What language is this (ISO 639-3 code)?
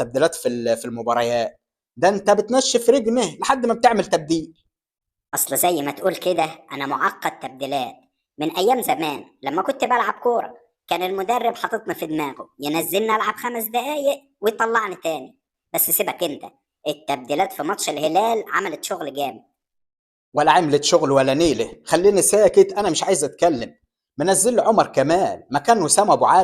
arz